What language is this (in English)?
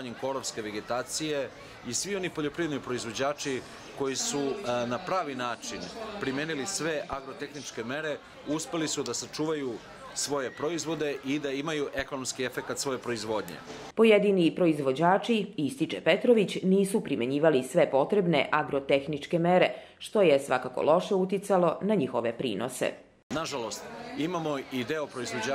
Serbian